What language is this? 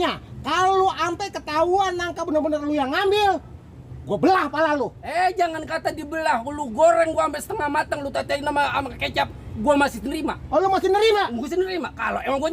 Betawi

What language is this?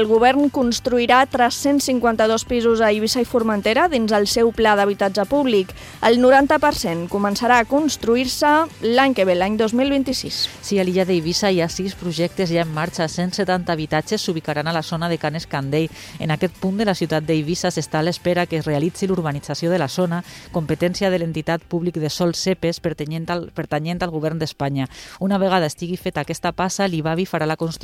Catalan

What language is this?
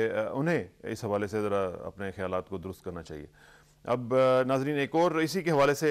Urdu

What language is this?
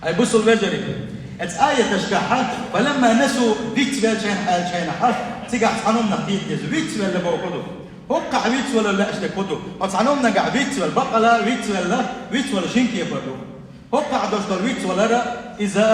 Chechen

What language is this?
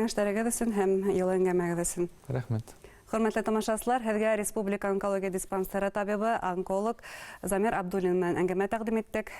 Bashkir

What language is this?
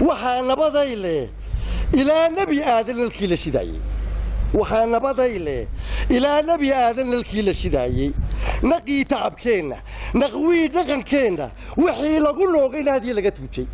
Somali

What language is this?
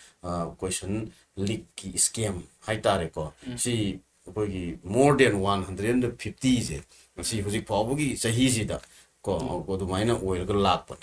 Manipuri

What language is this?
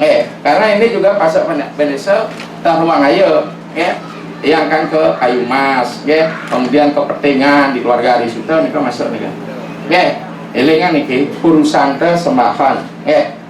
Balinese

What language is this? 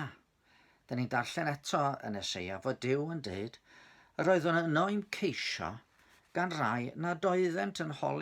Welsh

